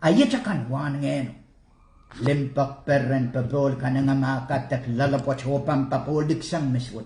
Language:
Pohnpeian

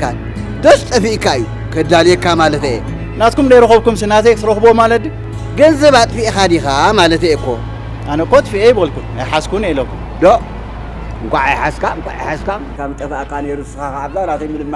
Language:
Tigrinya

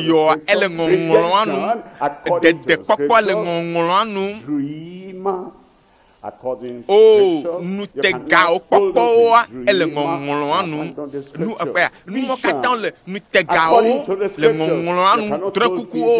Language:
Ewe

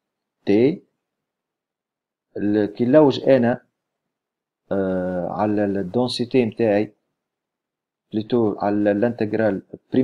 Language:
Tunisian Arabic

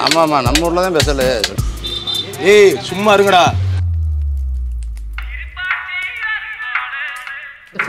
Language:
Tamil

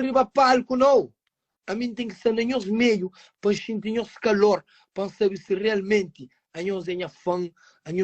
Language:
Kabuverdianu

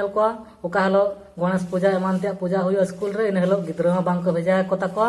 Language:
Santali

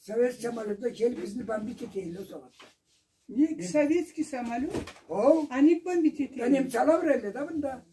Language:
Karachay-Balkar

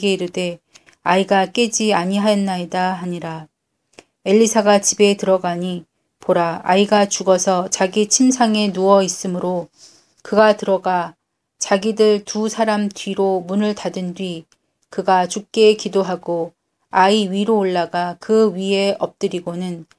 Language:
Korean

